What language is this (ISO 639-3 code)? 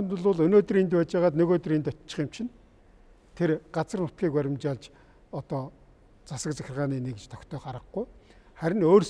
mon